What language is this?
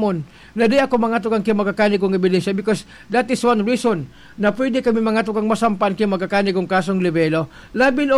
Bikol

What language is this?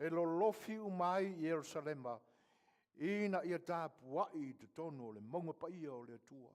Samoan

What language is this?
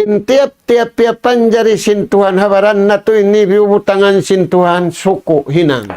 Tausug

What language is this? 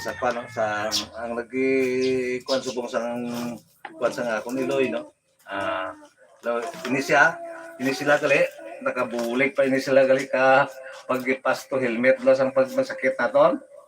Hiligaynon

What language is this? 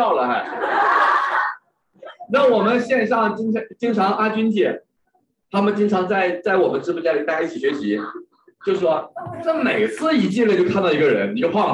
Chinese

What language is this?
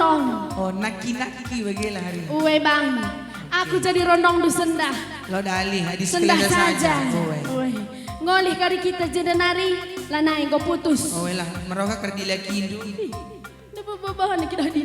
Batak Karo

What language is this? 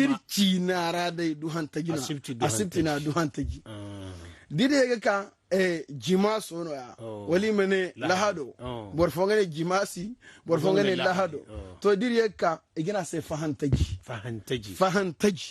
Zarma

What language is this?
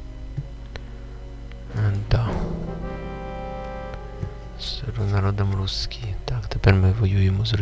Ukrainian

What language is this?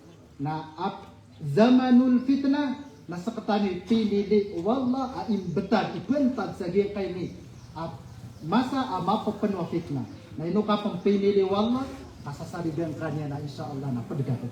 Maranao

